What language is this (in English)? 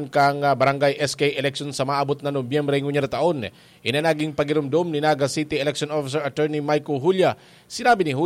Bikol